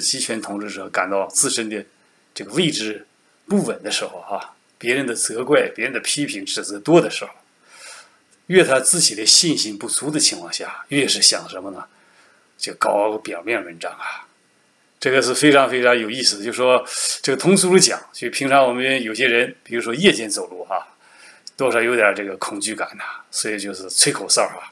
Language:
Chinese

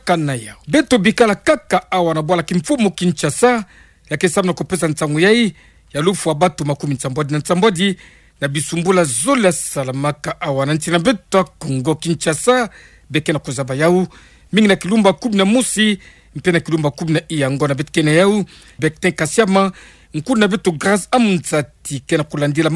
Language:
Kituba (Democratic Republic of Congo)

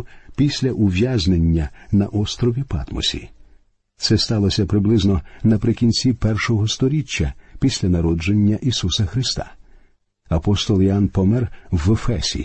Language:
Ukrainian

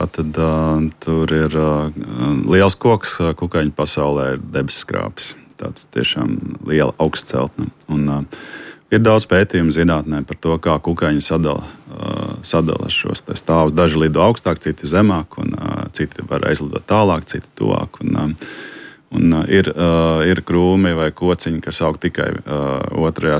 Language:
Latvian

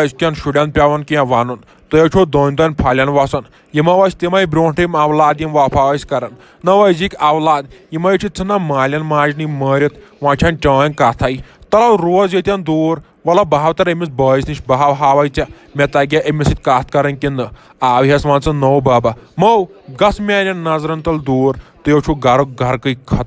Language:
Kashmiri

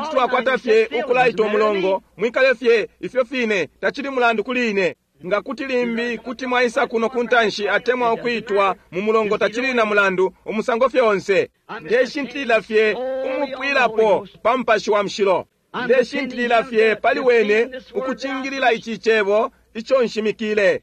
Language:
Bemba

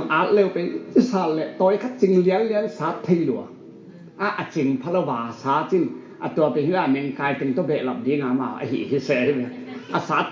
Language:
Tedim Chin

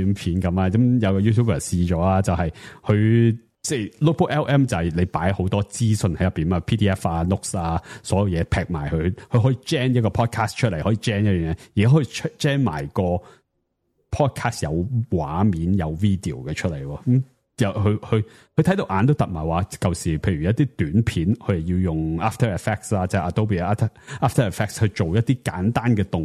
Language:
Cantonese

